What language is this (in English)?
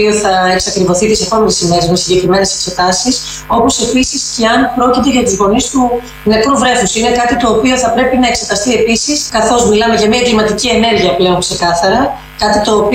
Greek